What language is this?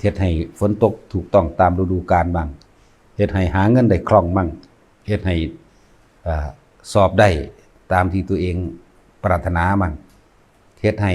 Lao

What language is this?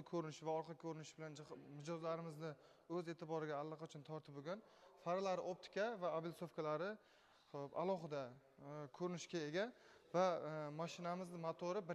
Uzbek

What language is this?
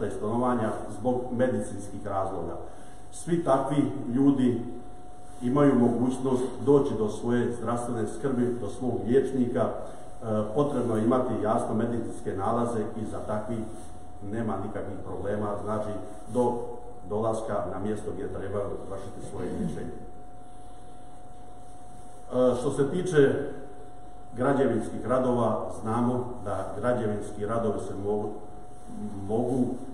Croatian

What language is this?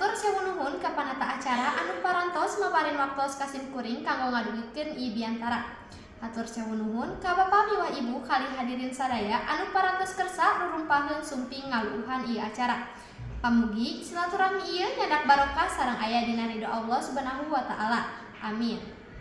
Sundanese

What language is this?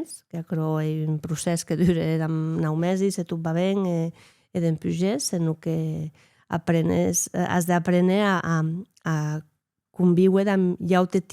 Occitan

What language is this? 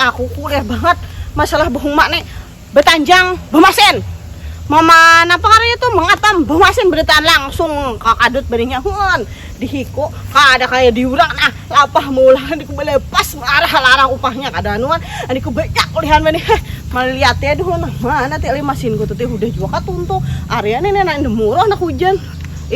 Banjar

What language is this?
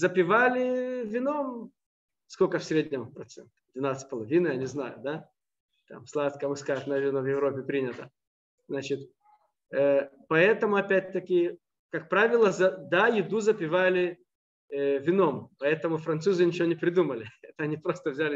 Russian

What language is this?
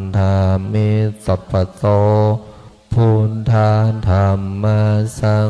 Pali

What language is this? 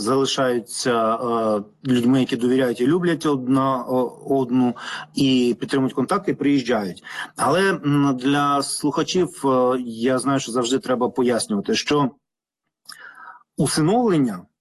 Ukrainian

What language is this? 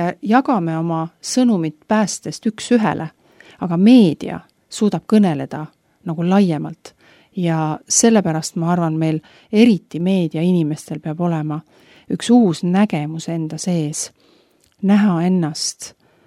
Estonian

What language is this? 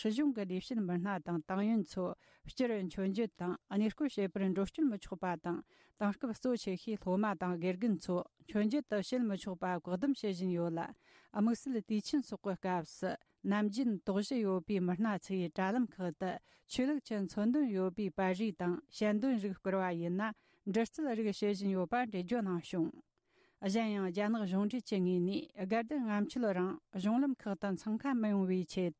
Tibetan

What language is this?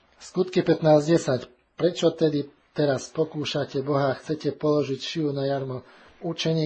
Slovak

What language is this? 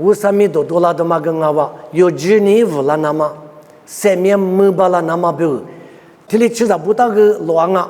Lisu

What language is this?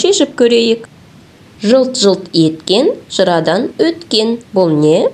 Kazakh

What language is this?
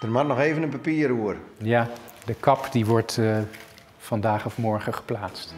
Western Frisian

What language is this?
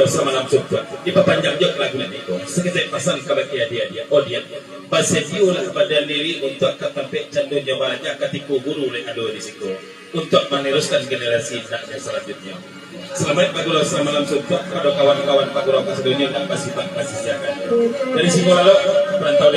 Minangkabau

